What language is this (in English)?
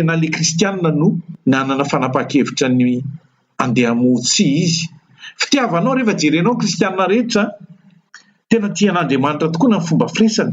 Malagasy